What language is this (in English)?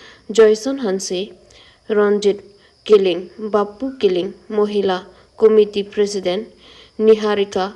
Karbi